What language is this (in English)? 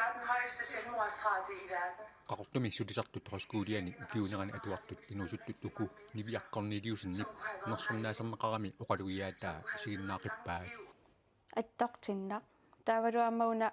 Kalaallisut